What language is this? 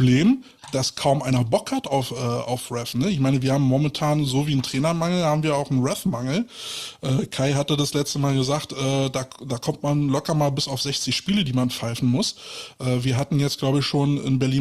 German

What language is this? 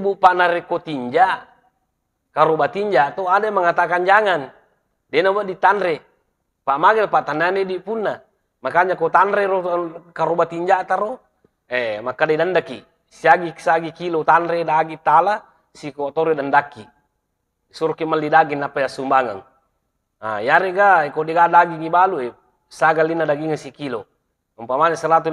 Buginese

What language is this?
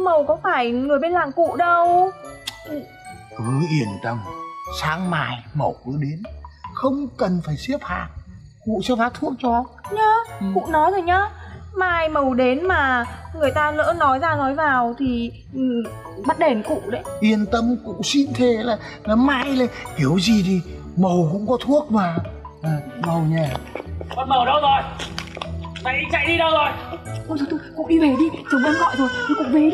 Vietnamese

